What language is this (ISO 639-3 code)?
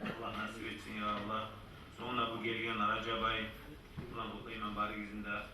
kum